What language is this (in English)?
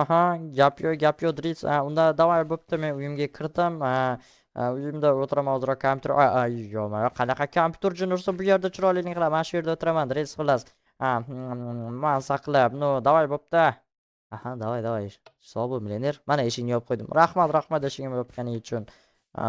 Uzbek